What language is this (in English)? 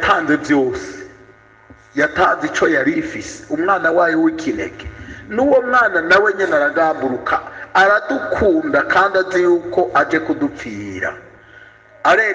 Rundi